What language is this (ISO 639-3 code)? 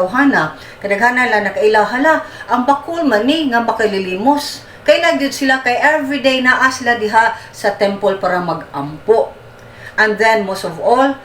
ceb